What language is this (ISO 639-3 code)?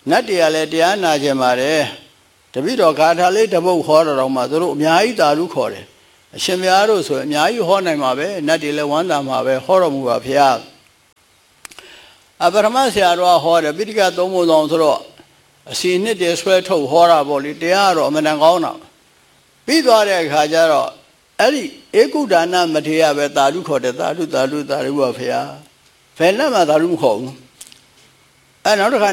mya